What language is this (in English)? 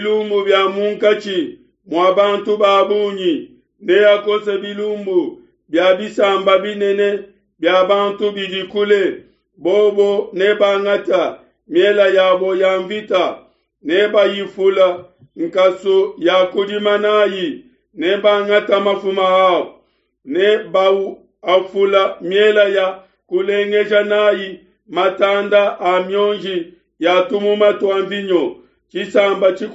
Luba-Lulua